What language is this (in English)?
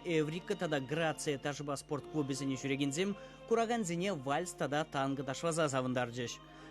Chuvash